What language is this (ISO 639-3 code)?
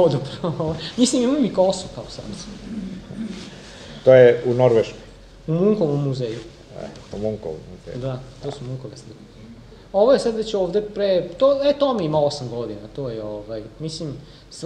srp